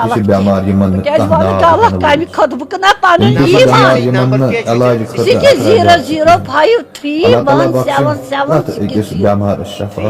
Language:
Kashmiri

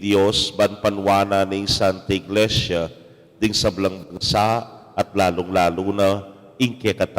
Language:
Pampanga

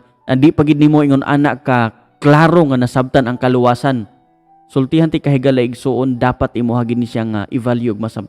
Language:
Cebuano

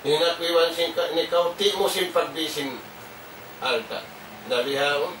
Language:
Tausug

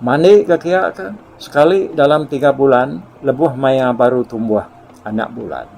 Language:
Iban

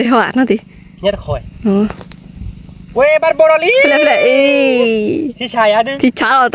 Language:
S'gaw Karen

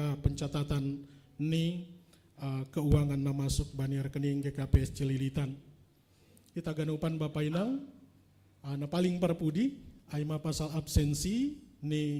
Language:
Batak Simalungun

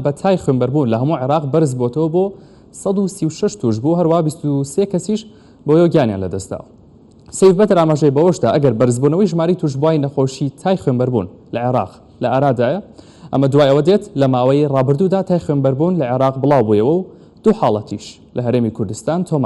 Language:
Central Kurdish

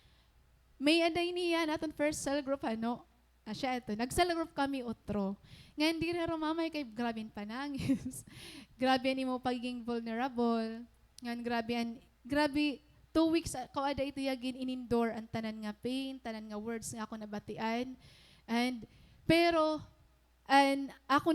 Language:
Waray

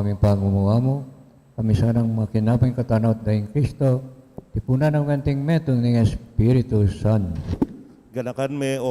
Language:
Pampanga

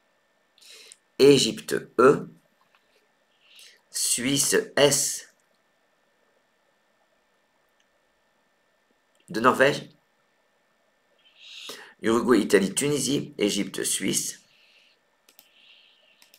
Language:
French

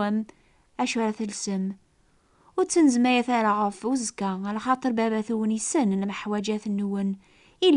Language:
Kabyle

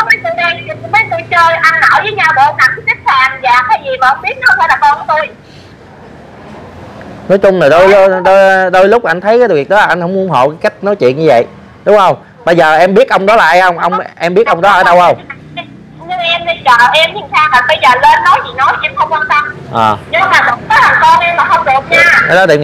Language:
Vietnamese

